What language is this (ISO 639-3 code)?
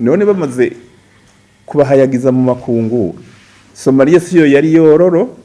run